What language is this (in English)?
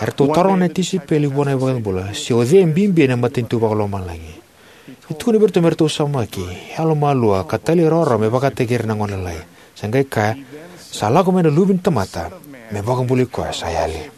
Fijian